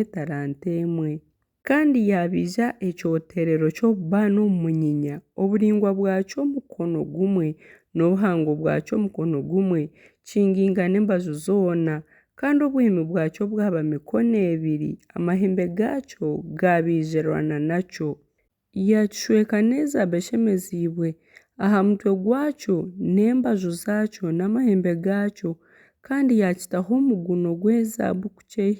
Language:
Nyankole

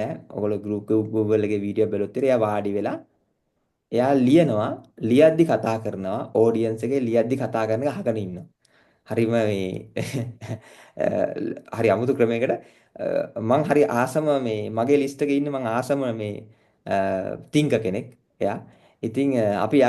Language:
Sinhala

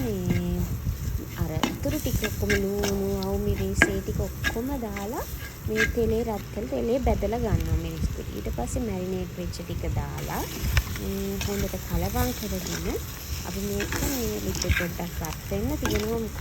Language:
Sinhala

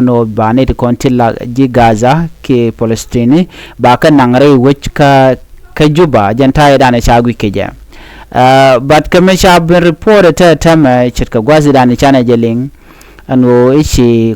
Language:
Nuer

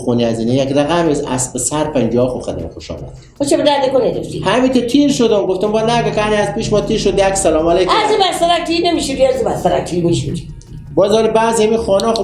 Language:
Persian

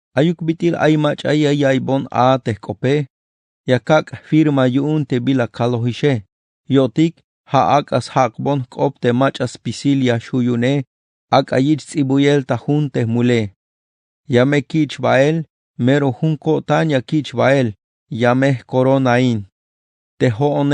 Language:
Tzeltal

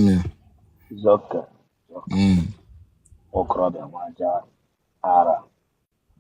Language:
Igbo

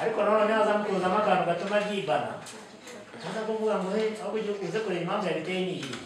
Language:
Kinyarwanda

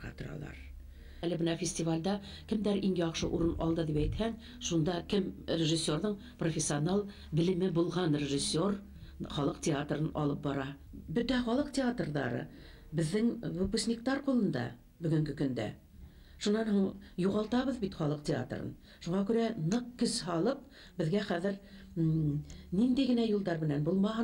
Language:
Bashkir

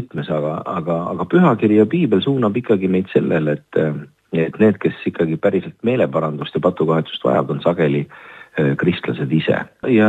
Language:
Estonian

